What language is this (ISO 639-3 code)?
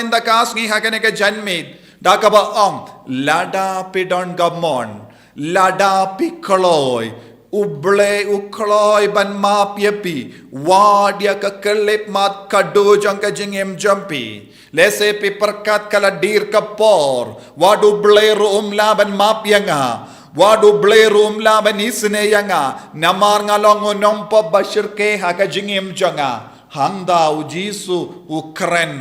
kha